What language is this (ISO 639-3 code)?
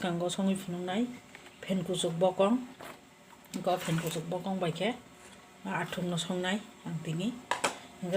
trp